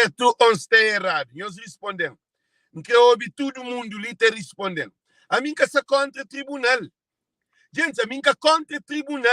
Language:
Kabuverdianu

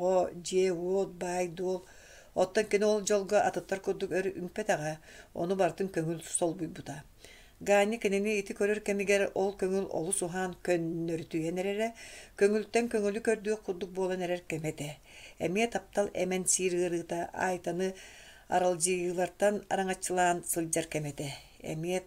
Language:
Yakut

